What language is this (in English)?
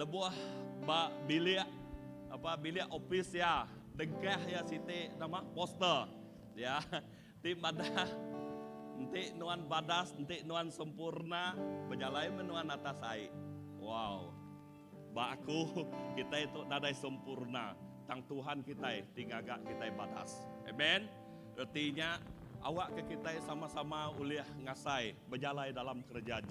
Iban